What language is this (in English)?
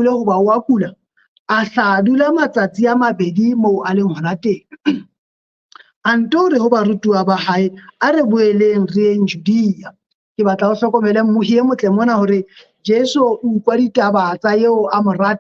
Southern Sotho